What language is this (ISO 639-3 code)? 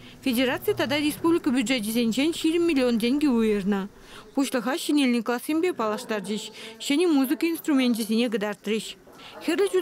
chv